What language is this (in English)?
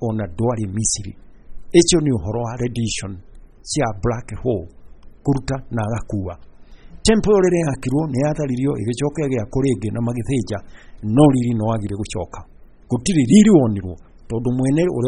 Kikuyu